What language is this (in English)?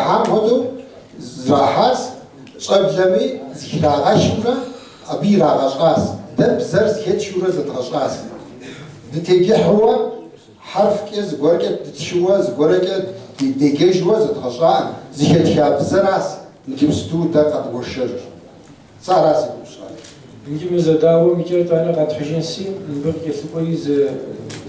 Kabardian